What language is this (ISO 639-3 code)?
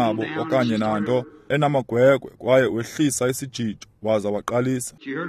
xho